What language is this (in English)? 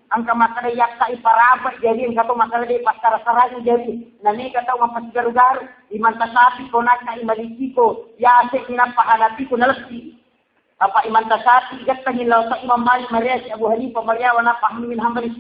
Buginese